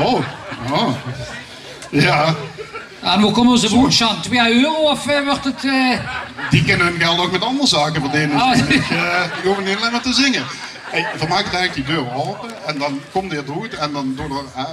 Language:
Limburgish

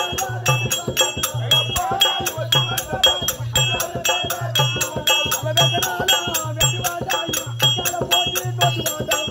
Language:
Tamil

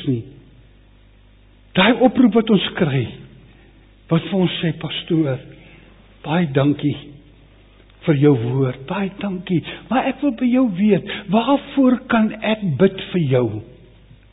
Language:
Afrikaans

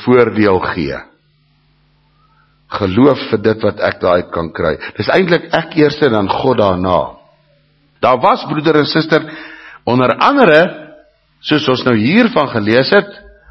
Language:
Afrikaans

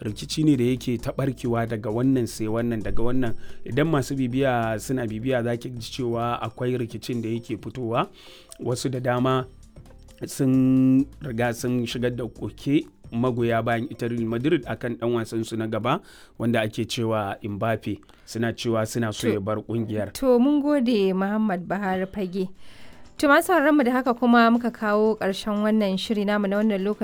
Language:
Hausa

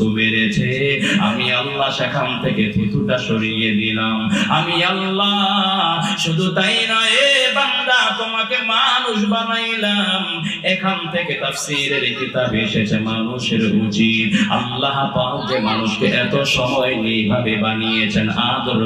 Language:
Bangla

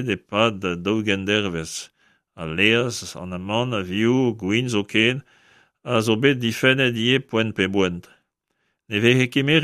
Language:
Breton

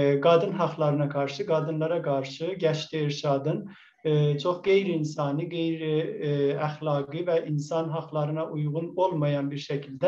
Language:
South Azerbaijani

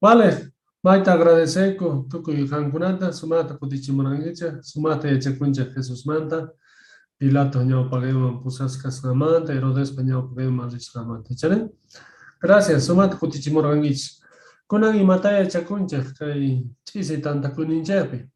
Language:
Quechua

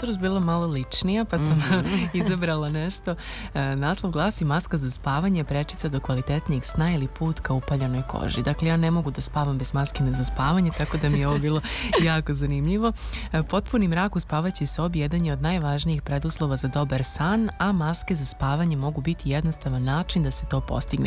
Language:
Serbian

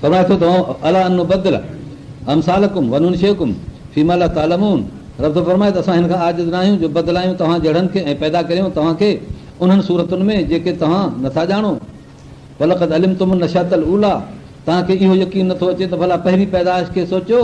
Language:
Sindhi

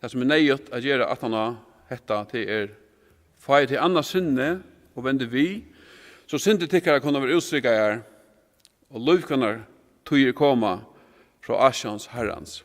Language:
Faroese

